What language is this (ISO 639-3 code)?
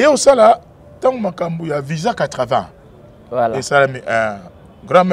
lin